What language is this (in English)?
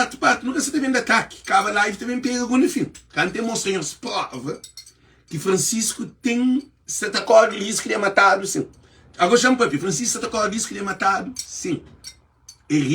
Kabuverdianu